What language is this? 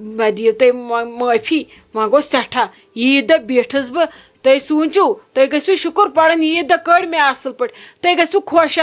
Kashmiri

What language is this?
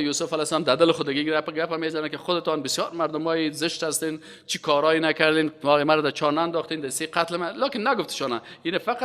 Persian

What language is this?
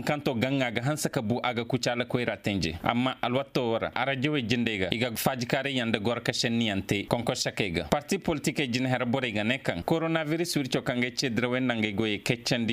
Koyraboro Senni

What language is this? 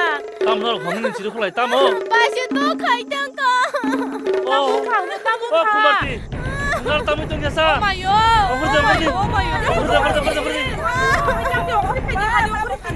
Kok Borok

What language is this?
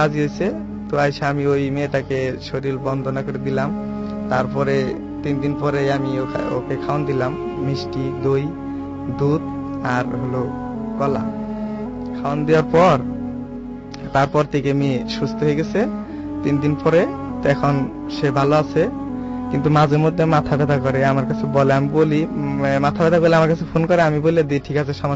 Bangla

